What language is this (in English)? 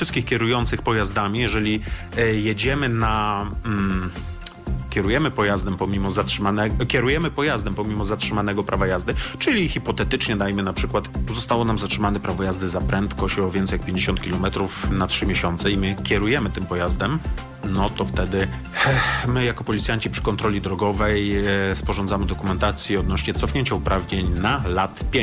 Polish